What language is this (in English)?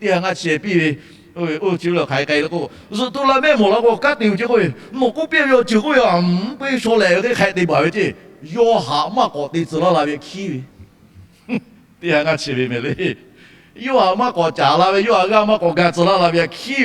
Lahu